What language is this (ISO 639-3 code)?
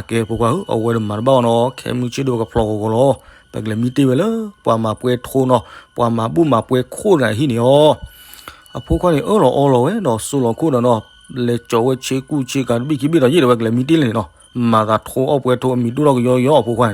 ksw